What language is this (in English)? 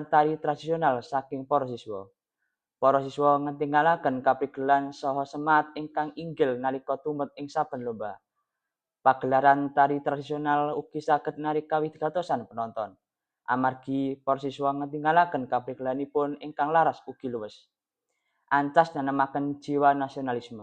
Javanese